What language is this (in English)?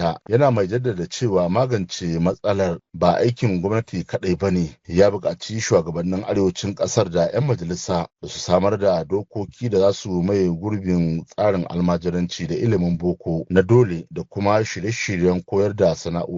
Hausa